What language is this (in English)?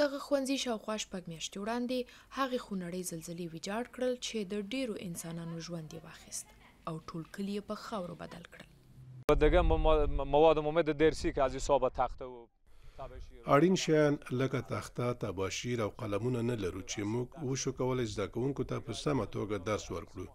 Pashto